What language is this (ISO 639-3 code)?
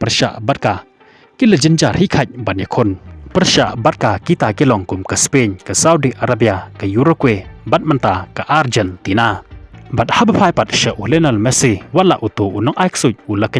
kha